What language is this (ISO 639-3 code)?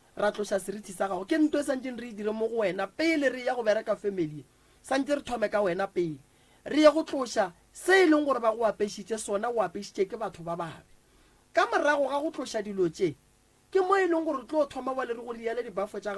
nso